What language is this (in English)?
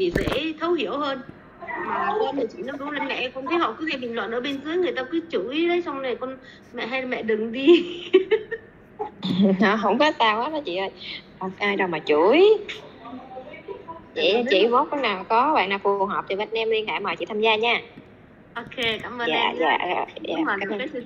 Vietnamese